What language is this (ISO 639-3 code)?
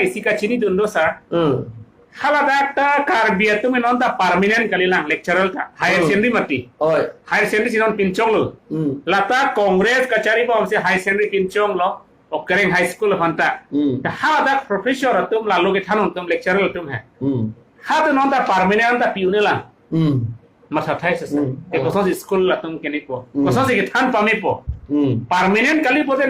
mjw